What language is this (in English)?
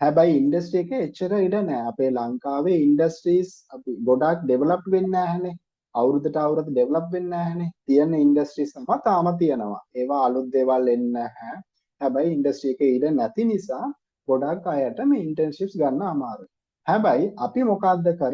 Sinhala